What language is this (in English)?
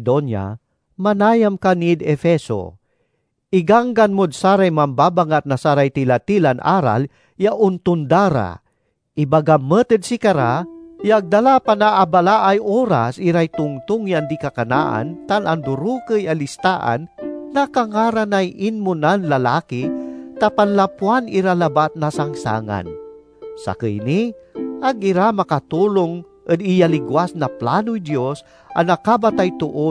Pangasinan